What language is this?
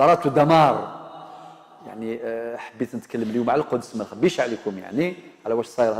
Algerian Arabic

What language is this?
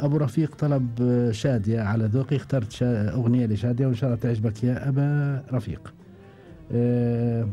Gulf Arabic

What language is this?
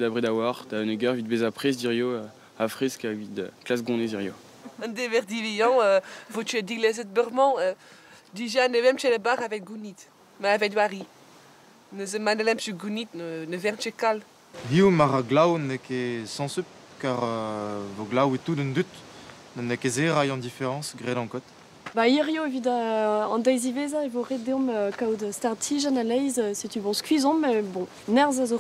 Breton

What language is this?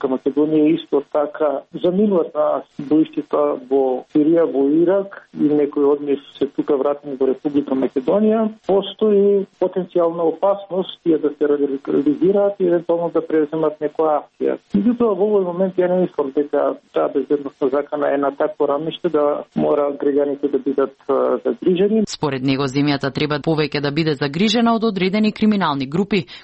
Macedonian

